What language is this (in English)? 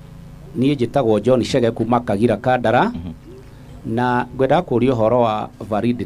Kikuyu